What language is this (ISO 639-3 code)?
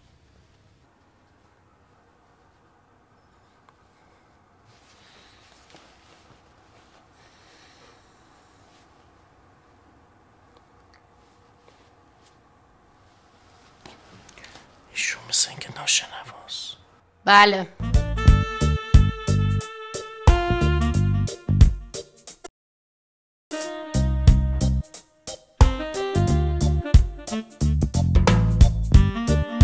fas